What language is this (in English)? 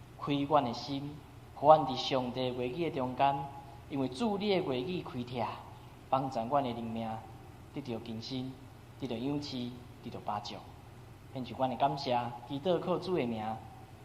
Min Nan Chinese